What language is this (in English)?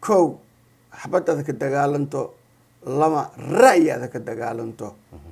Somali